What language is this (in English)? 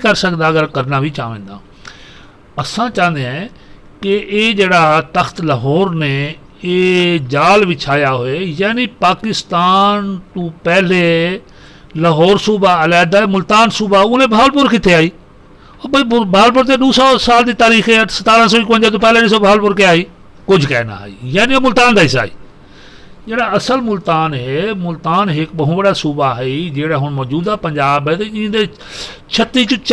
Saraiki